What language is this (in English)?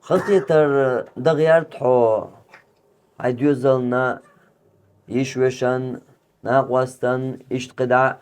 Chechen